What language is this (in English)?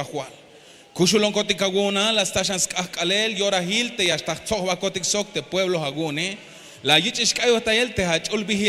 Tzeltal